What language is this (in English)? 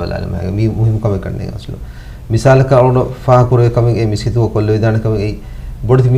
Divehi